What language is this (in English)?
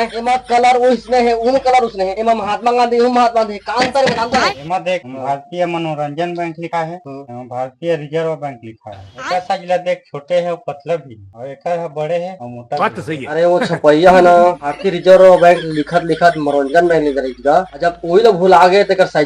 Chhattisgarhi